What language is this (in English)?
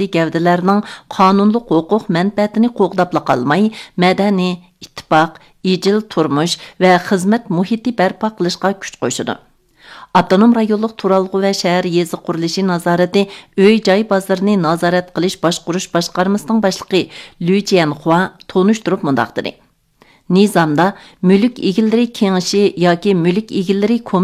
Uyghur